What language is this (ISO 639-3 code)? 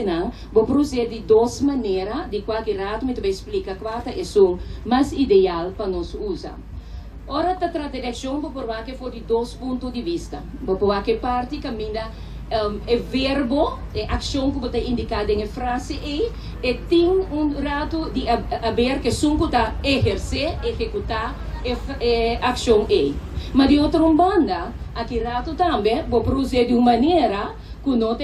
pap